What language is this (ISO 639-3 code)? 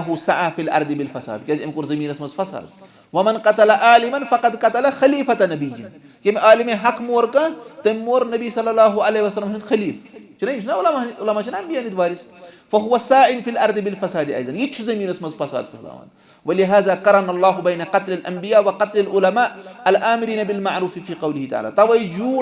kas